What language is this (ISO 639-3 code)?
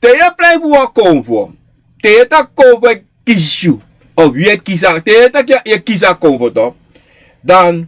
srn